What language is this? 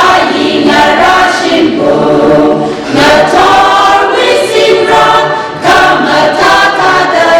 Tangkhul Naga (India)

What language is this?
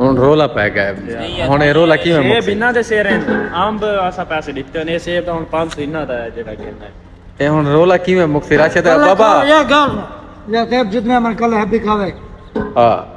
Saraiki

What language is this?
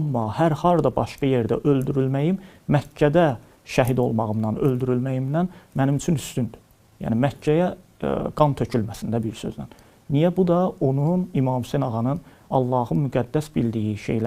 Azerbaijani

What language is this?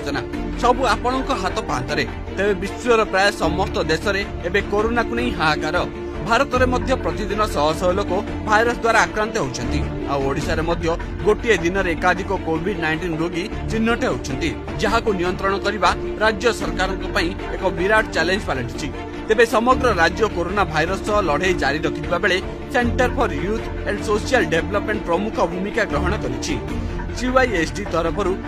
Odia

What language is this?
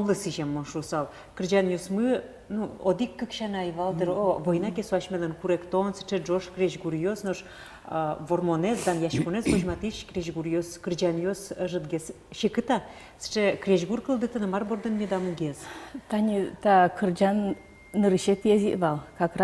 Udmurt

